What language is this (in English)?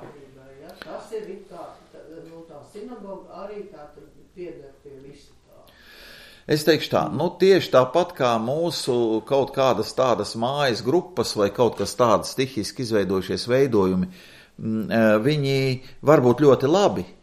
Latvian